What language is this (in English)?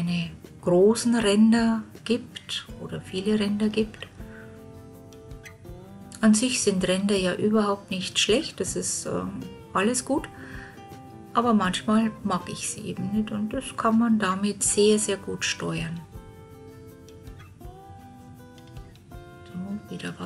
German